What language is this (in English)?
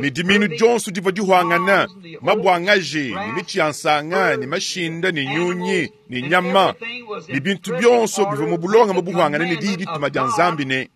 Luba-Lulua